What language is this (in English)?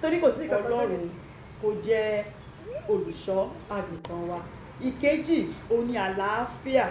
Yoruba